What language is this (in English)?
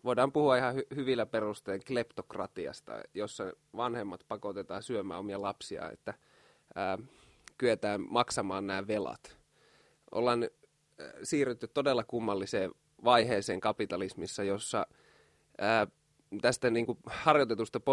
Finnish